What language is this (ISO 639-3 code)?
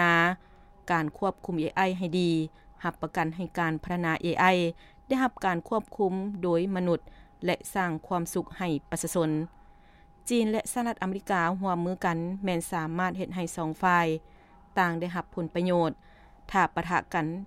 lao